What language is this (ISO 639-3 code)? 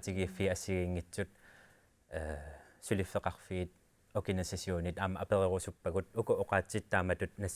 kal